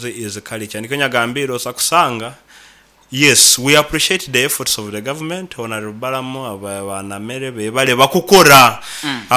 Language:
Nyoro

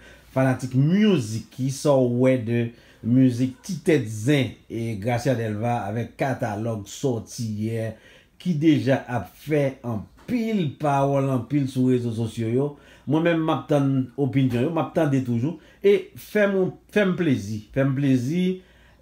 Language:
Haitian Creole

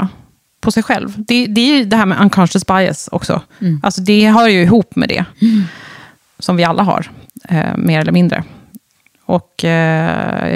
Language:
Swedish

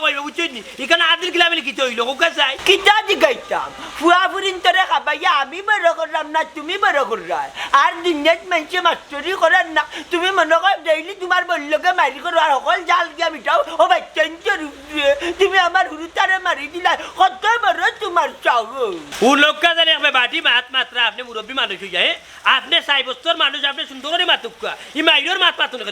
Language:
Sylheti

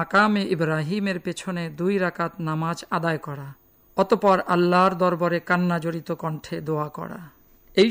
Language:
Bangla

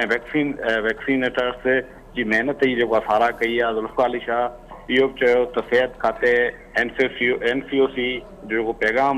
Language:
Sindhi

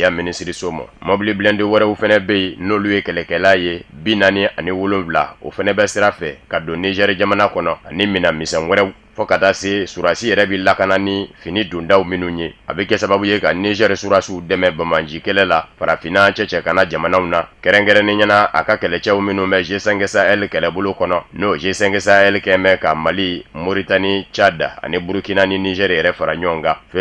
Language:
Bambara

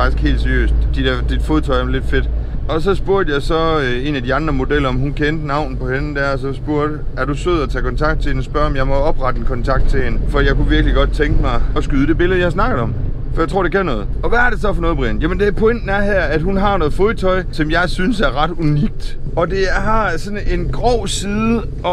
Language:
Danish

